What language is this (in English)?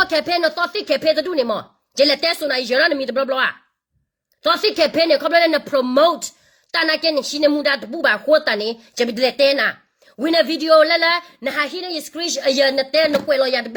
S'gaw Karen